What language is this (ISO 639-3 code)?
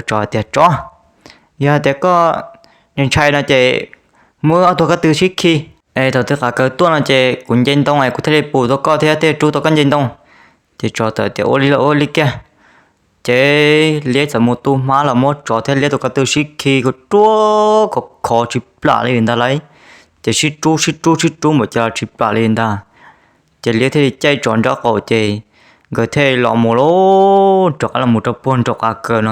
hmn